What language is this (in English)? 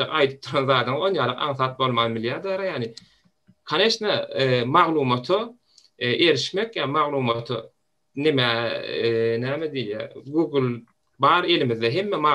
Turkmen